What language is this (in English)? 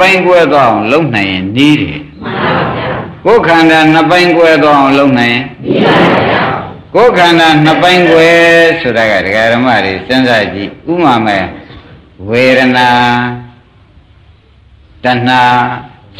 Burmese